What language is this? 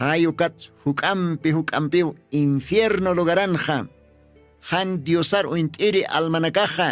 Aymara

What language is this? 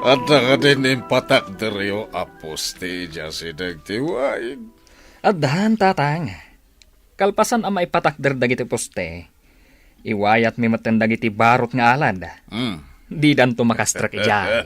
Iloko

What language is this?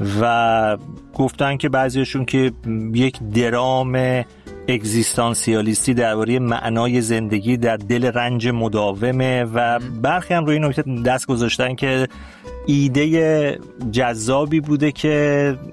Persian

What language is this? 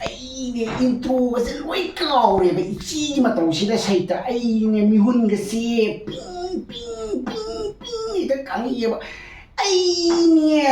Manipuri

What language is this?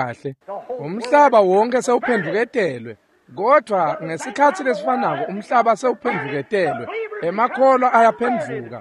Swati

